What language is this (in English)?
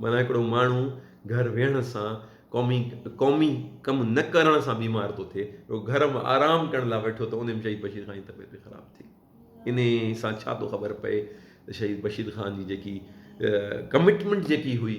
Sindhi